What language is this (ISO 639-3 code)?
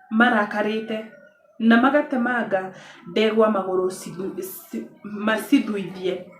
kik